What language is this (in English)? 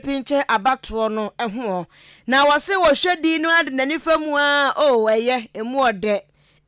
Akan